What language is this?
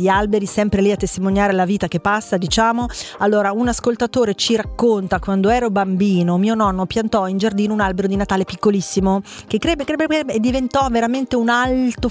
Italian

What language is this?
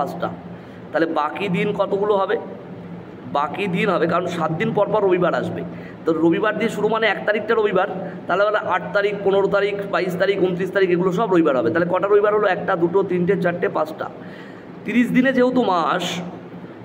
Bangla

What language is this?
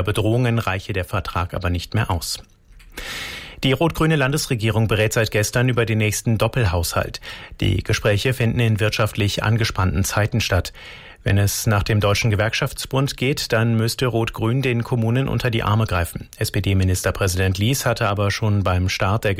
German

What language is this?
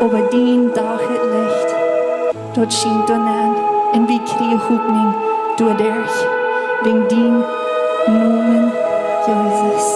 Plautdietsch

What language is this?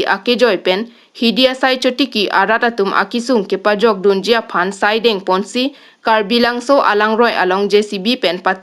Karbi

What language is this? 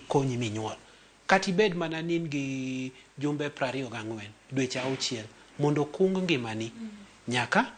Luo (Kenya and Tanzania)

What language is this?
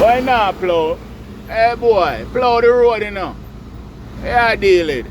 Jamaican Creole English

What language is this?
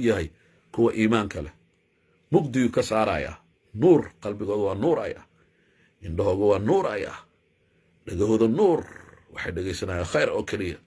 Somali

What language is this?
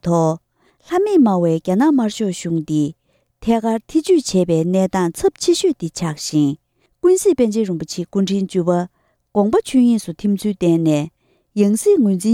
Tibetan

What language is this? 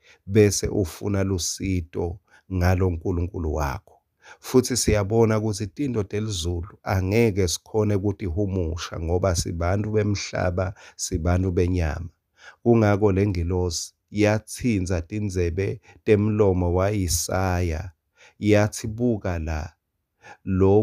Swati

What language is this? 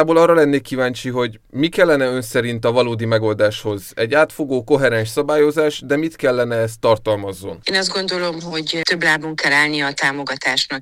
Hungarian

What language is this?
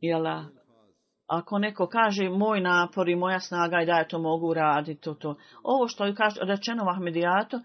Bosnian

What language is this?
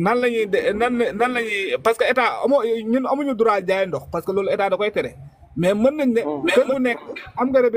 Wolof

